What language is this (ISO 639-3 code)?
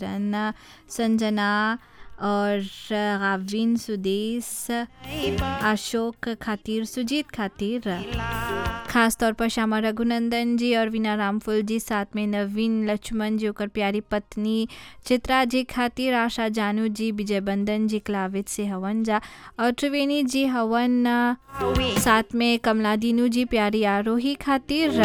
bho